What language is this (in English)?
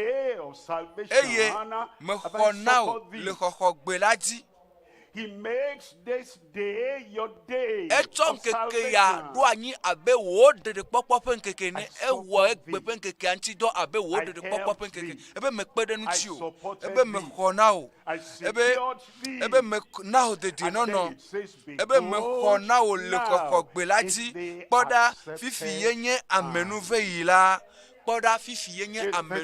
Ewe